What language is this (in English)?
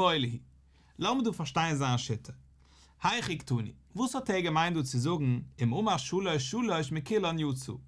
Yiddish